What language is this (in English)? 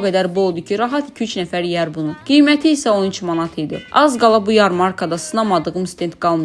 Azerbaijani